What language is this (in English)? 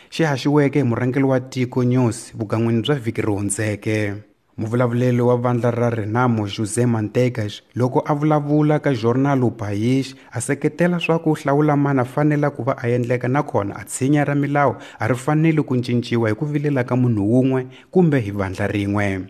Tsonga